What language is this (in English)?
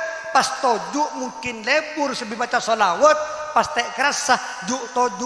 Madurese